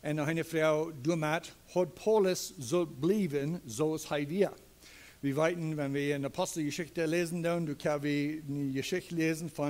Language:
Plautdietsch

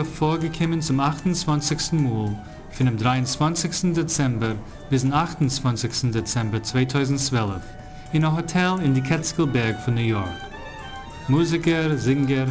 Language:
Yiddish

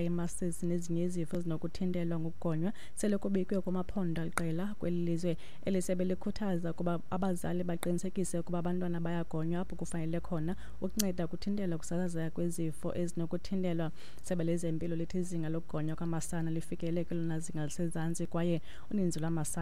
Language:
Xhosa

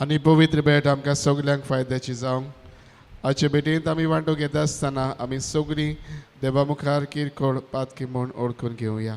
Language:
Konkani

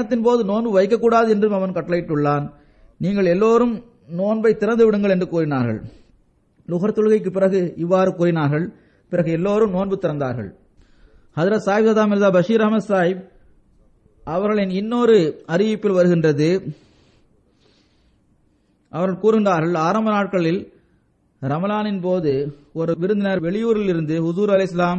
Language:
Tamil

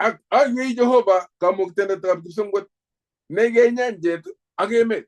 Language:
Kalenjin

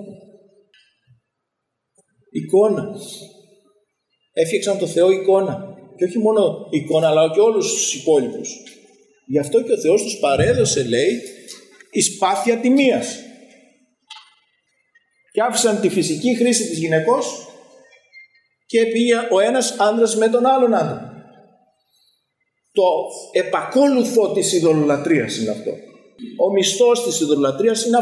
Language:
Greek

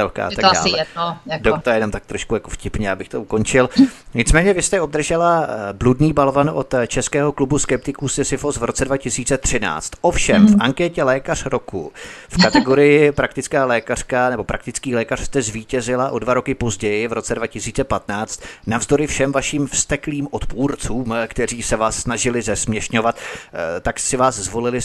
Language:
Czech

